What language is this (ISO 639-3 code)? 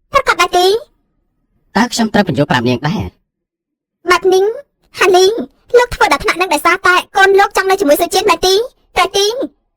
khm